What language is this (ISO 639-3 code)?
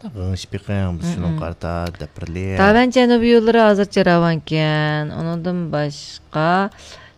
uig